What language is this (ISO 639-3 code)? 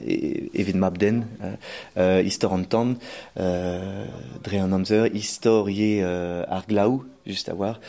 bre